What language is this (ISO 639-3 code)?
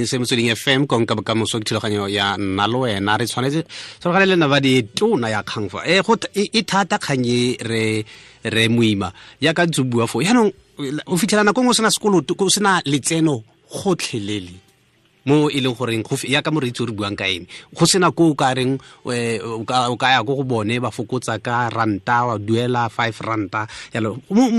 tsn